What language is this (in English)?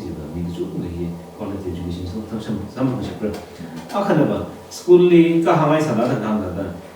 Tangkhul Naga (India)